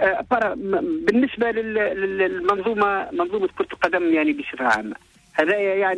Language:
Tunisian Arabic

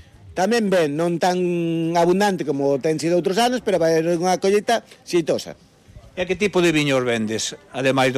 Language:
Galician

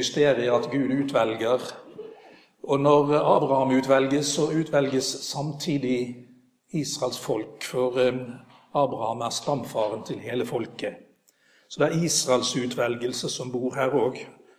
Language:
Norwegian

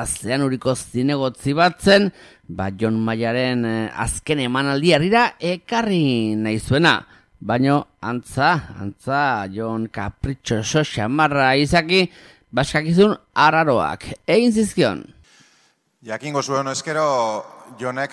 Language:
Basque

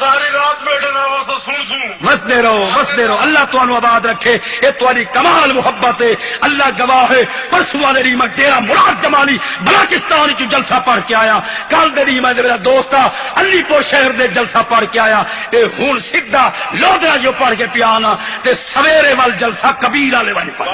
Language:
Saraiki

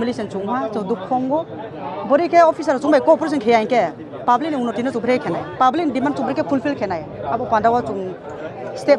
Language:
Kok Borok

